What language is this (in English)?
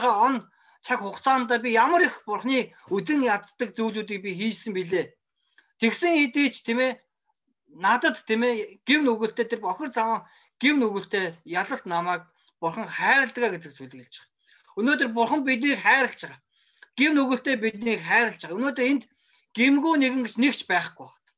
Mongolian